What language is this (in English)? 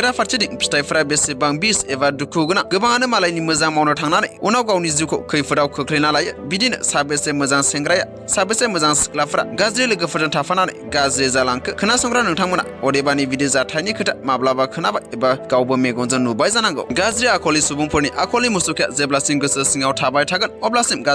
Bodo